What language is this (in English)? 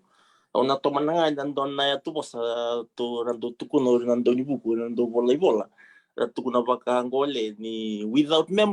Fijian